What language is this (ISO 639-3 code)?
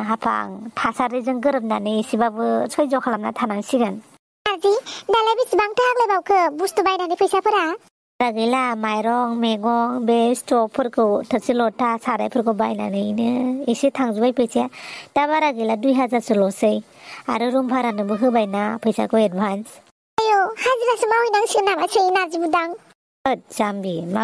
brx